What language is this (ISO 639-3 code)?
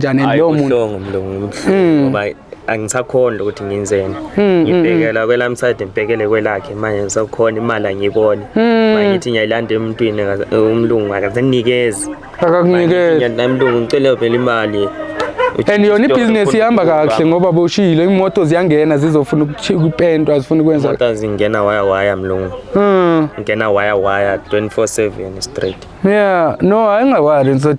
zul